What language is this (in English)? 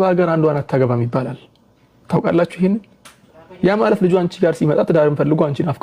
Amharic